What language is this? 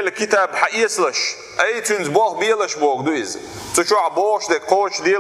Chechen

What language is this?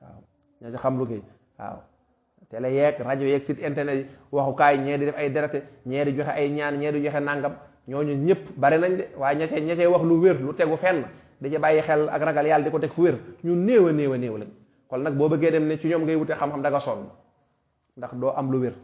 Wolof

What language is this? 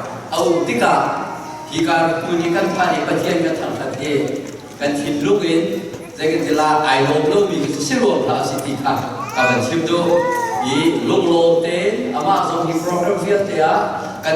Falam Chin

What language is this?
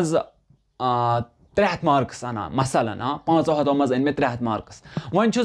Kashmiri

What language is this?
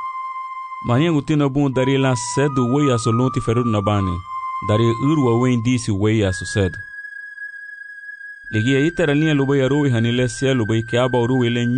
Garifuna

